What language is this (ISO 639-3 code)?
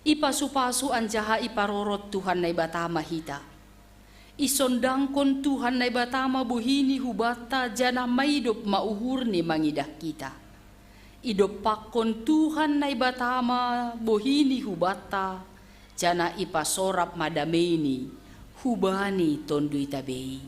bts